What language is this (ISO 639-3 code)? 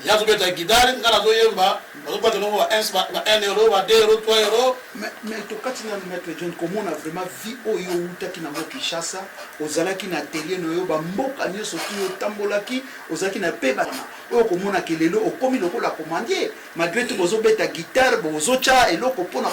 lin